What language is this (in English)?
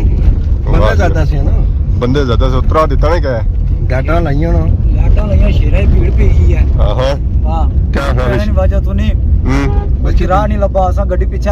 Pahari-Potwari